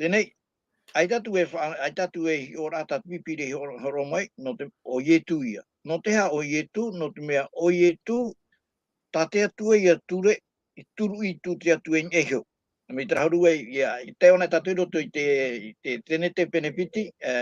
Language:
Tahitian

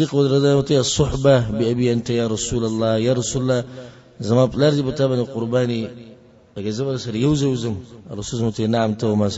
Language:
Pashto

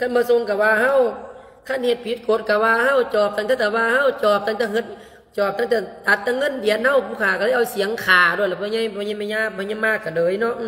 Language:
Lao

